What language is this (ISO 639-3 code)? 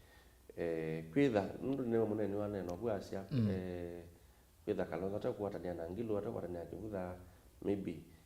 kam